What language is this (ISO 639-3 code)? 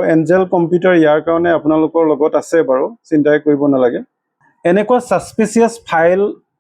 asm